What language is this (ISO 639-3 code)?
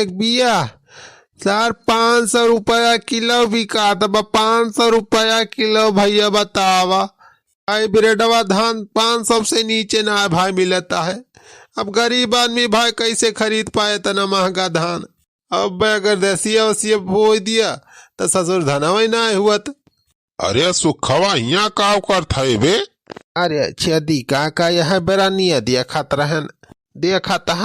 awa